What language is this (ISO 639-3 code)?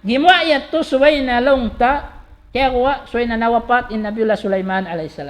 tsg